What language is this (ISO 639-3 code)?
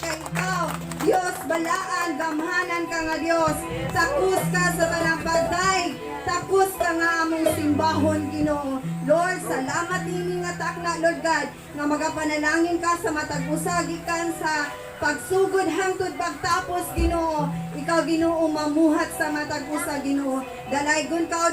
ceb